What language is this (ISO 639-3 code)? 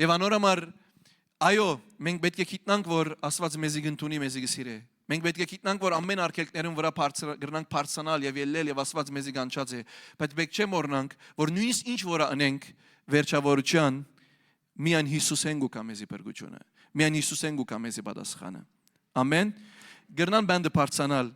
hyw